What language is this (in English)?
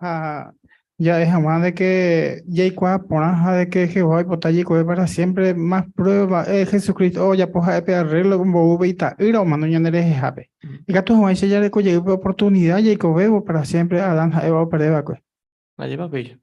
Guarani